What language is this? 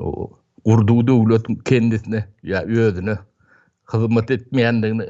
Turkmen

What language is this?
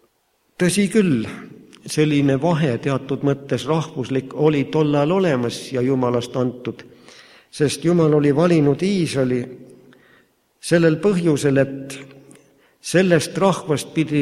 Estonian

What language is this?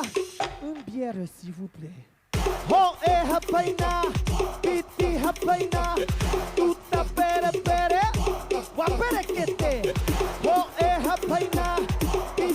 Tahitian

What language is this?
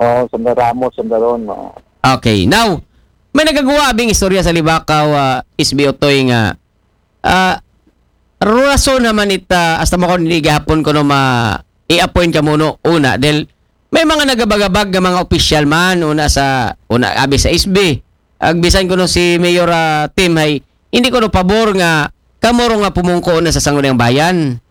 Aklanon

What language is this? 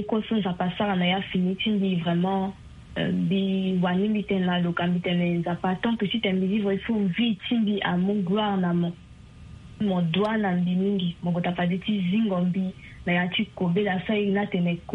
Sango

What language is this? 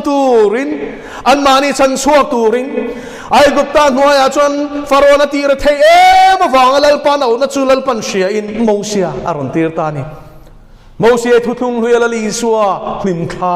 Mizo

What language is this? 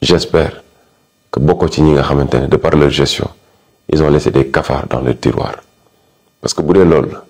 Wolof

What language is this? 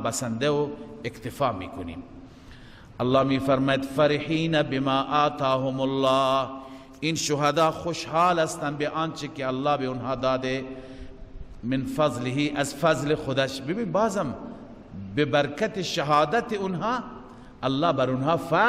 Persian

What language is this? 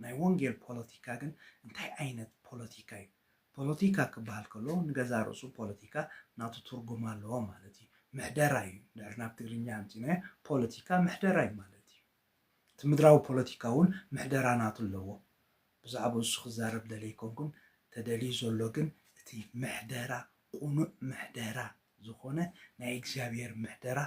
Tigrinya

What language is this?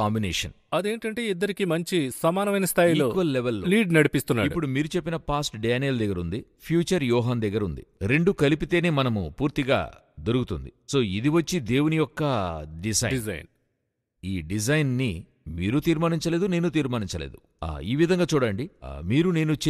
Telugu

